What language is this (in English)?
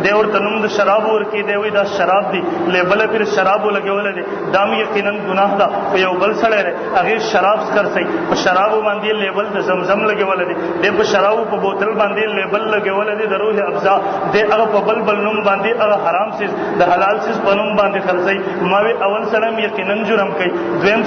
Pashto